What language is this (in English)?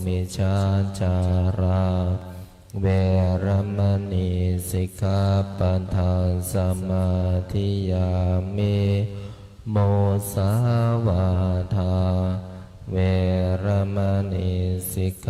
Pali